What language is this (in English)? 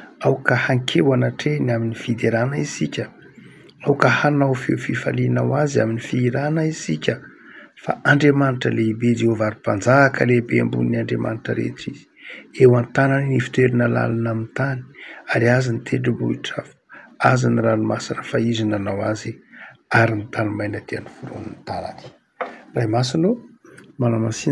Malagasy